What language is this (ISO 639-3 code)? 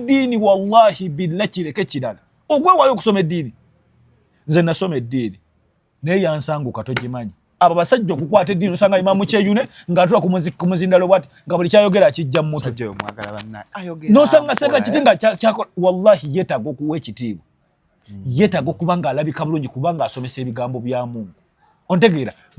lug